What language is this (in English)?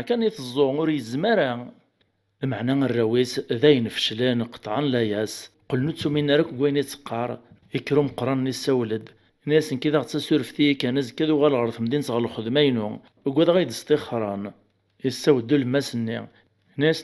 Kabyle